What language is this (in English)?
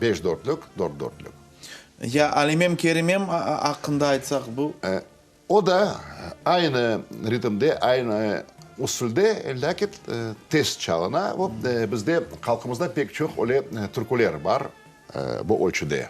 Crimean Tatar